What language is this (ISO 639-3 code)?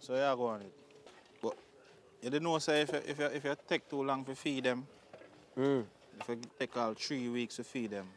jam